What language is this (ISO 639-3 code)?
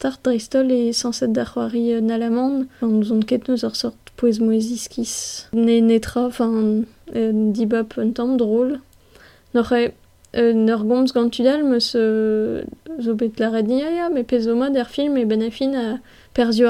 bre